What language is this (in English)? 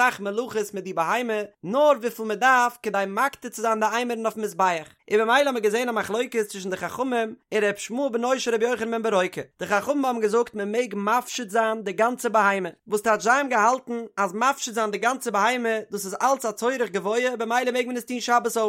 Yiddish